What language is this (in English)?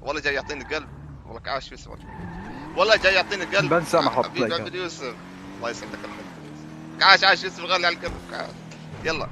North Levantine Arabic